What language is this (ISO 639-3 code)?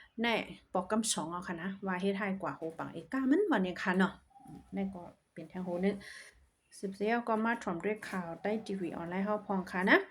shn